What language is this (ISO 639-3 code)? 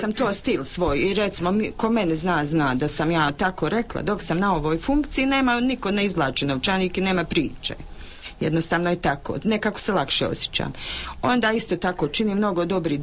hrv